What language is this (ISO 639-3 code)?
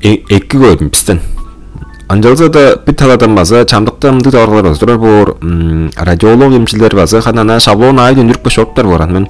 tyv